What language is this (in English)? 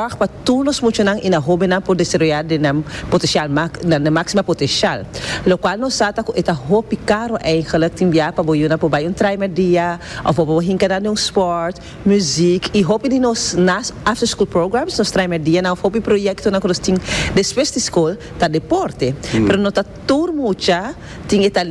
Papiamento